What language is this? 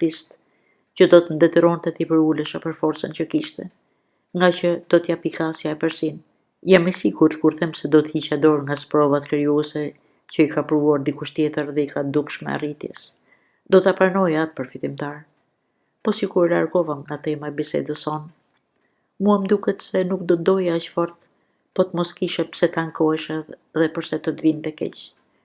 Albanian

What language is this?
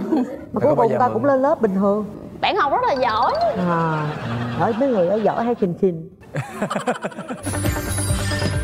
Vietnamese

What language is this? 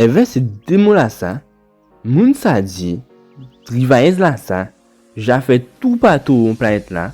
Guadeloupean Creole French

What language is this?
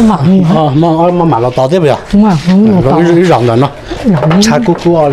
Hmong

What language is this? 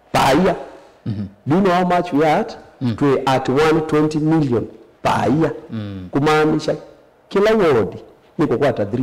Kamba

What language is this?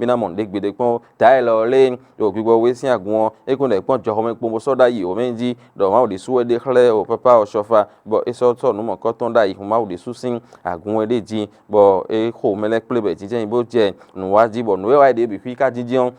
Fon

